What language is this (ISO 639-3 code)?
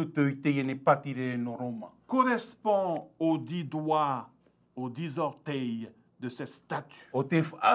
tah